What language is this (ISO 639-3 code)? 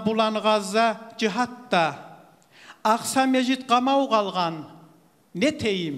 kum